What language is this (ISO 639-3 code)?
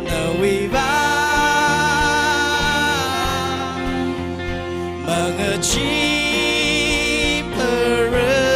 nmf